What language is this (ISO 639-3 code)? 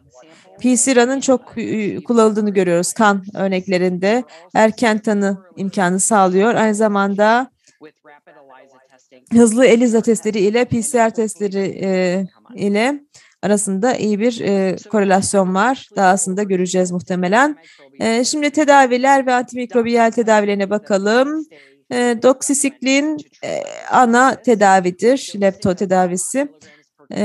tur